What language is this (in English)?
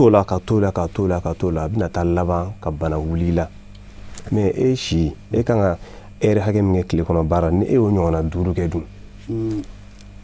Bambara